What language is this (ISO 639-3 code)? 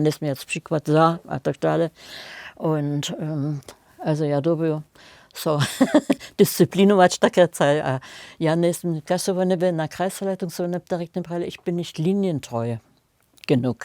hsb